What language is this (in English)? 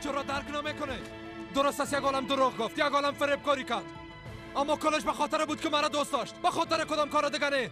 Persian